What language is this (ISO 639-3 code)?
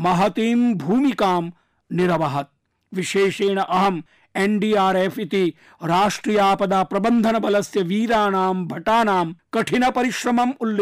san